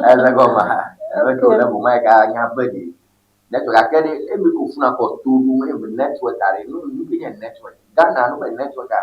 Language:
Ewe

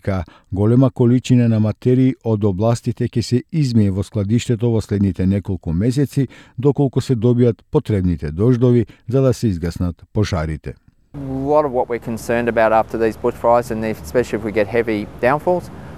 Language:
Macedonian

